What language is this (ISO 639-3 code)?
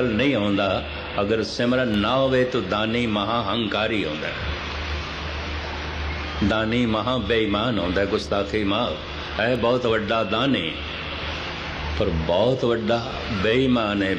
pan